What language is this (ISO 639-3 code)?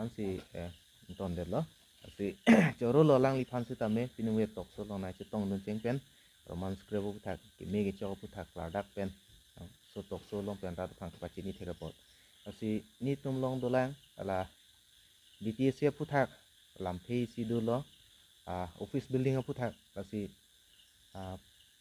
mjw